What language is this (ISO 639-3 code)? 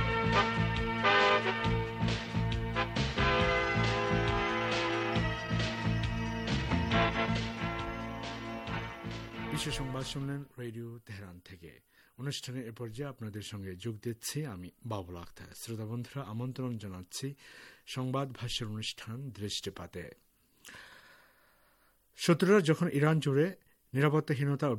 ben